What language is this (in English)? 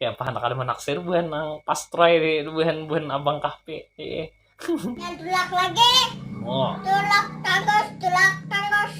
Banjar